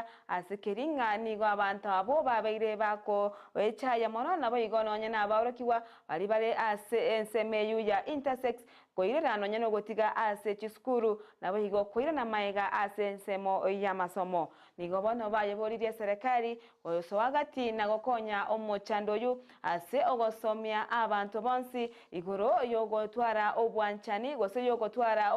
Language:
Gusii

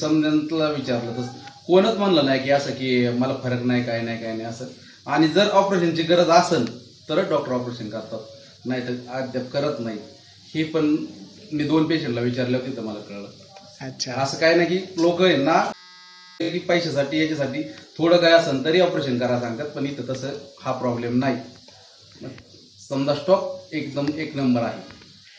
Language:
Marathi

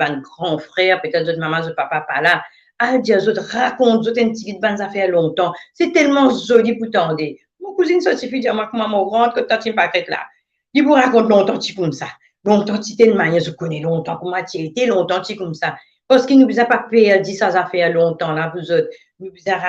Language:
Morisyen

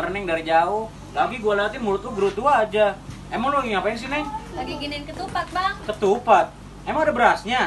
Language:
Betawi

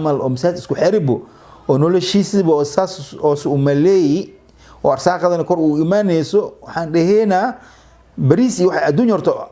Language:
Somali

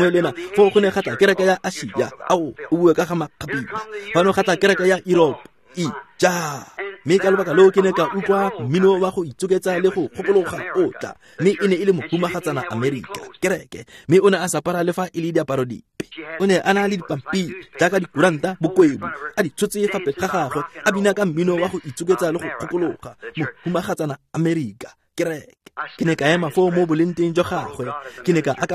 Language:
Tswana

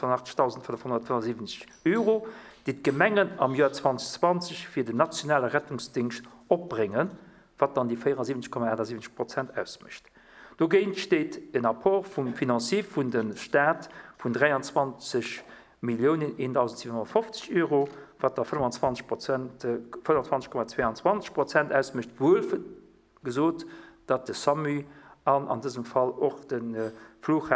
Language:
Luxembourgish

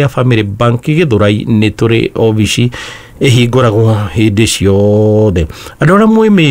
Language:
Kikuyu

